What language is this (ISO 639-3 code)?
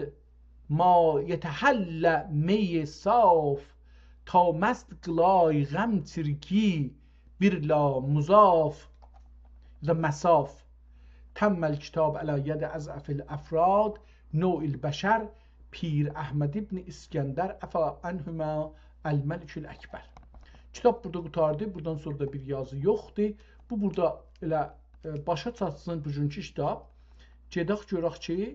azb